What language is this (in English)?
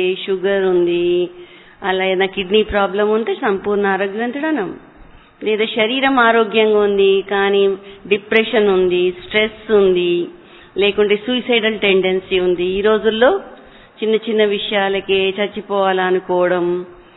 Telugu